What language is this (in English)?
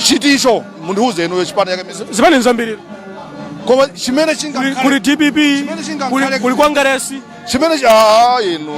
Nyanja